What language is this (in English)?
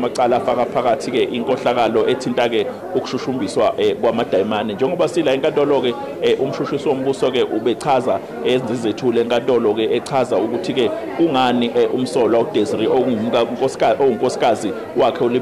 Zulu